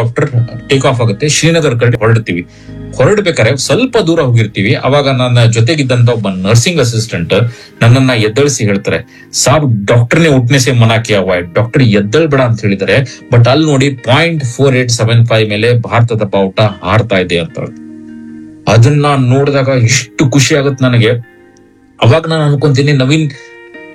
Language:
Kannada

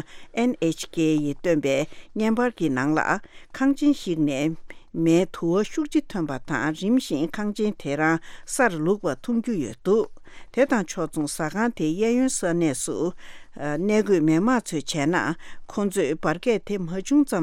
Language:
Tibetan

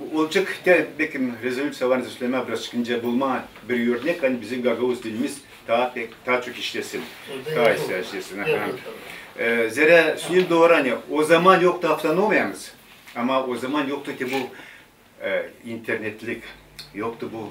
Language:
Gagauz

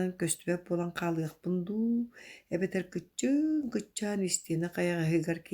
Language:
Yakut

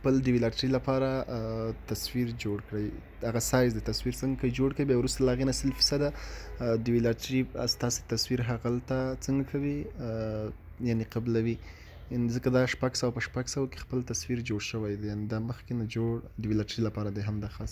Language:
Pashto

